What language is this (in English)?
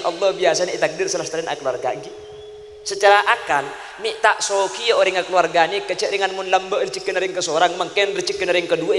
Madurese